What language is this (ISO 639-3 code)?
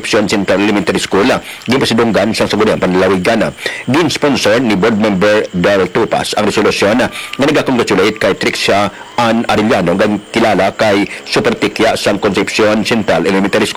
hil